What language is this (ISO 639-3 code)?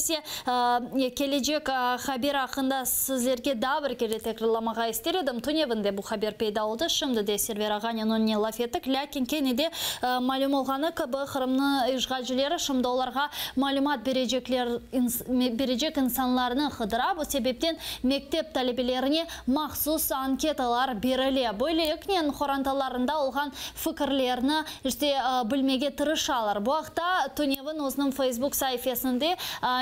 crh